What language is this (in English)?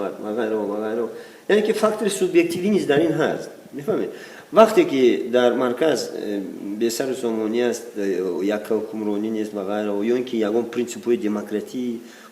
Tajik